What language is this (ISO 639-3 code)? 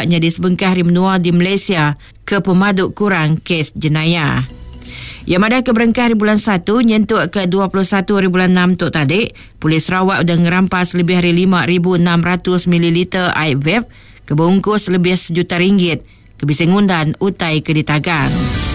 iba